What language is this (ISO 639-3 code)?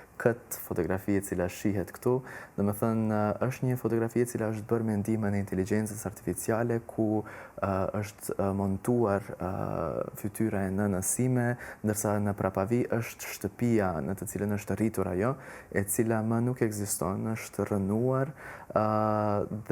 sqi